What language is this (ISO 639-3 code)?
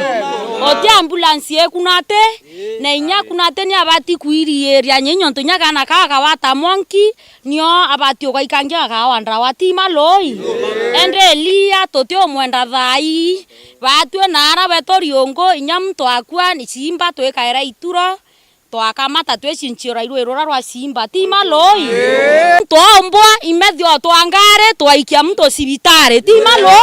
mer